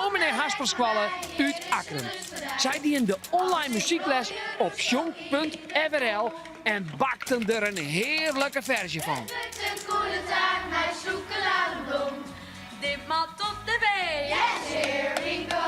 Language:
Western Frisian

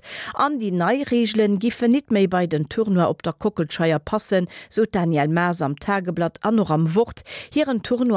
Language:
Luxembourgish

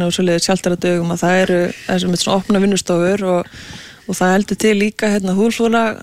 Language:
Icelandic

